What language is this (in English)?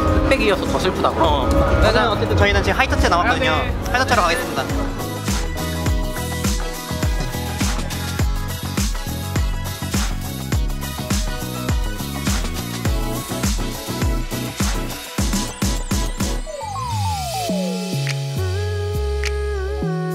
Korean